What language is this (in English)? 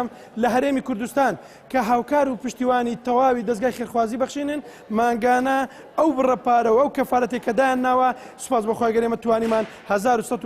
Central Kurdish